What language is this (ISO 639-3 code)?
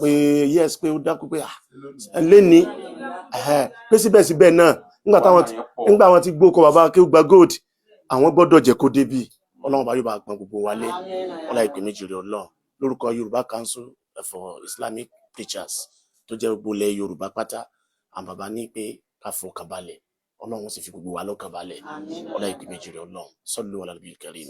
yor